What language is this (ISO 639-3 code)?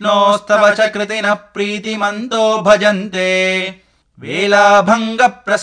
san